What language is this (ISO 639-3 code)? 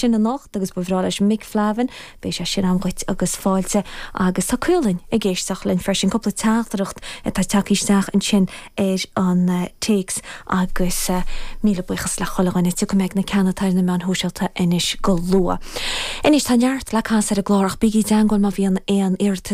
gle